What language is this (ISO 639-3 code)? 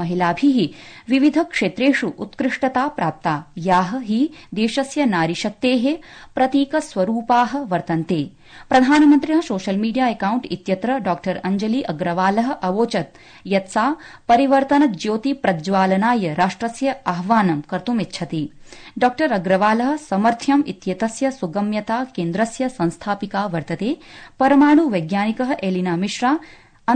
san